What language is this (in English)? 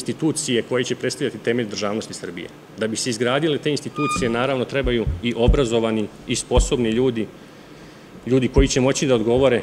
Serbian